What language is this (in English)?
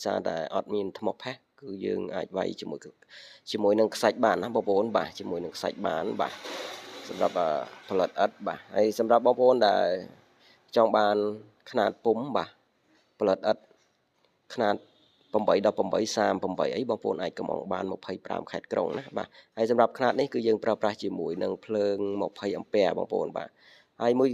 Khmer